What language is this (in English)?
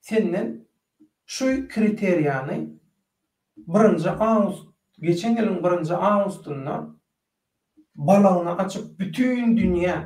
Turkmen